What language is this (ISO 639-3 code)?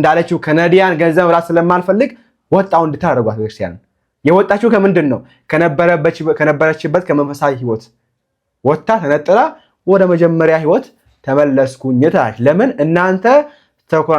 amh